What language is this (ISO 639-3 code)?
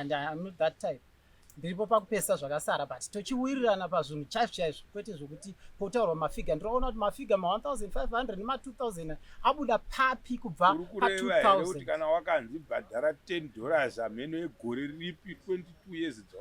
sna